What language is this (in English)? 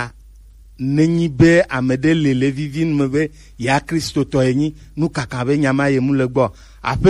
Gen